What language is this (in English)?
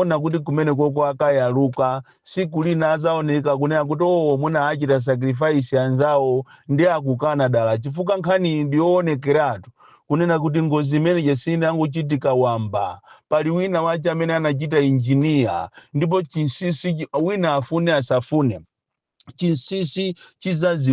Nyanja